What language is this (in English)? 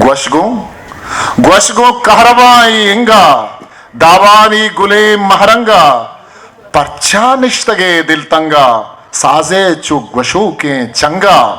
Eastern Balochi